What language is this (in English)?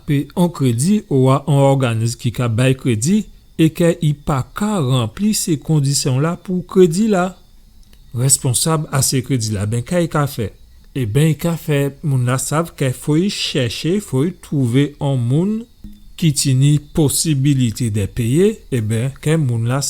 Guadeloupean Creole French